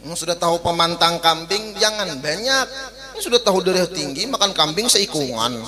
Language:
Banjar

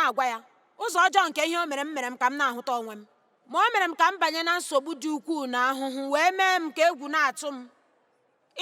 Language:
Igbo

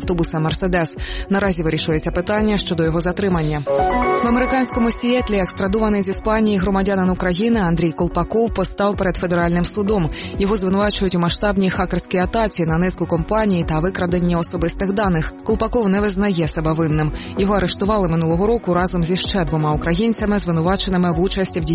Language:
Ukrainian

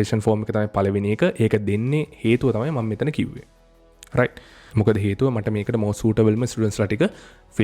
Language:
Sinhala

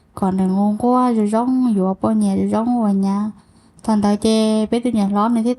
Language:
Hmong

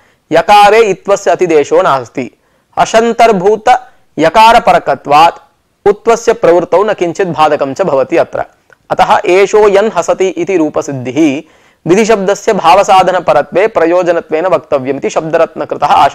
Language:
Sanskrit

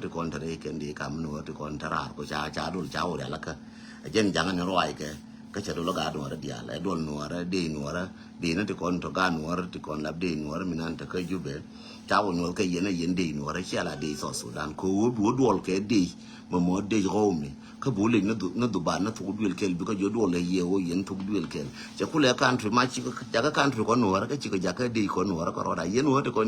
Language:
Nuer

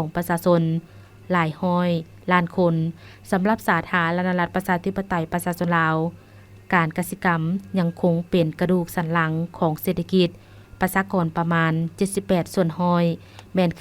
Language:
Lao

